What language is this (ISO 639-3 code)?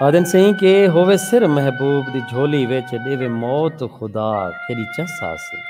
skr